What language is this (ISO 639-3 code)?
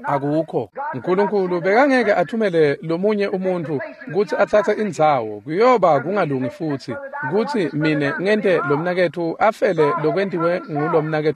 ssw